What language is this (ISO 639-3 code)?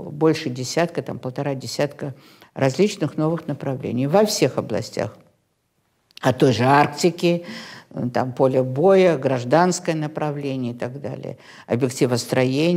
rus